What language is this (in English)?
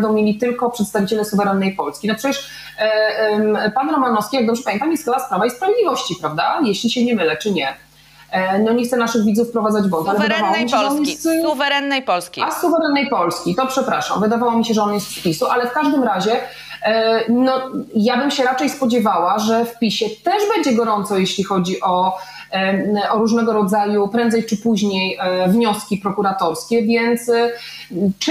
Polish